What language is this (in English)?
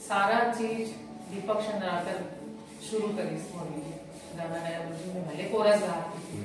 Chhattisgarhi